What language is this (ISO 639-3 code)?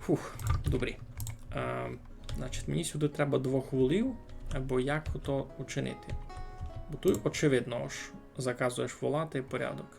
rue